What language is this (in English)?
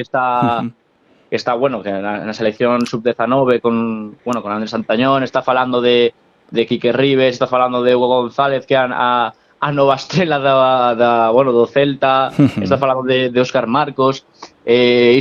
Galician